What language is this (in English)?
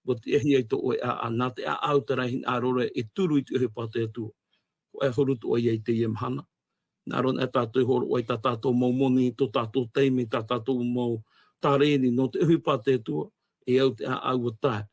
Tahitian